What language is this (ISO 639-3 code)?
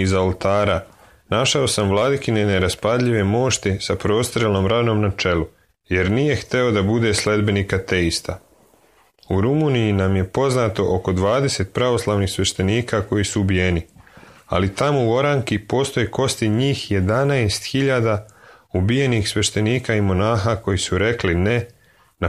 srp